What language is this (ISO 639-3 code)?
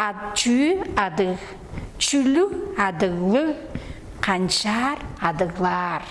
tyv